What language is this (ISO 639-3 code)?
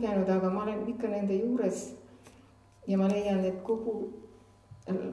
est